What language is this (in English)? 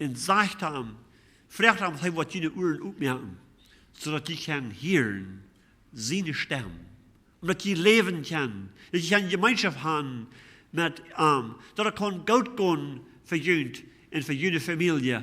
Plautdietsch